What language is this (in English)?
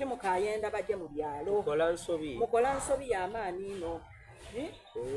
Soga